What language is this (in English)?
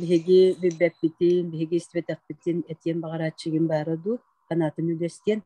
Yakut